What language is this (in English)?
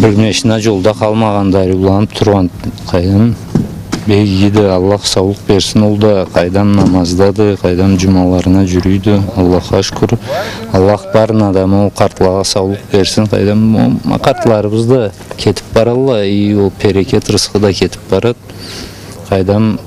Karachay-Balkar